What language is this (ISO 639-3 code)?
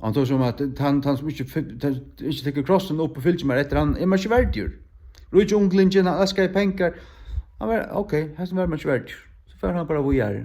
fao